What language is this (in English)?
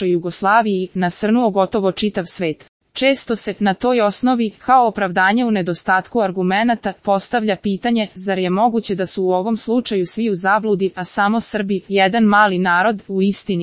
Serbian